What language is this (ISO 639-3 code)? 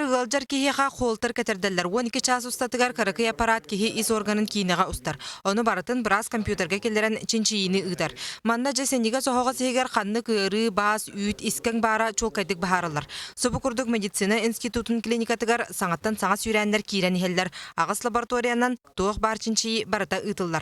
sah